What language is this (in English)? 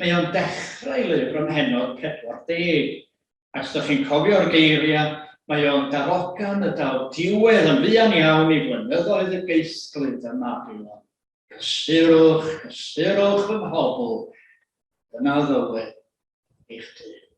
Welsh